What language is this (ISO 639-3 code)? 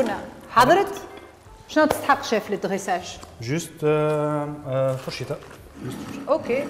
aeb